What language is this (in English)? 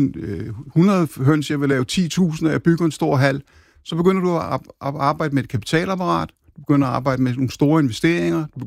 Danish